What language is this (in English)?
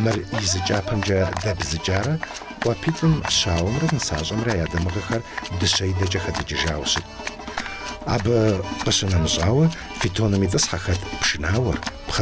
Kabardian